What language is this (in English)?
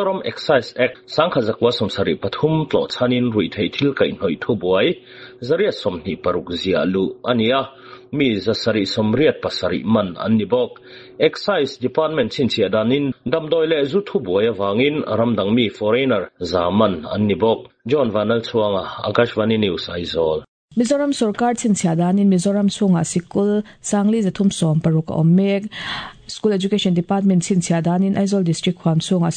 Mizo